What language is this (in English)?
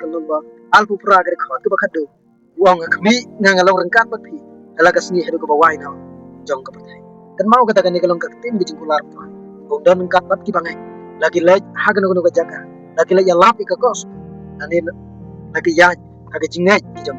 Khasi